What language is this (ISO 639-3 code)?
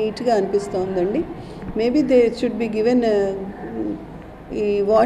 tel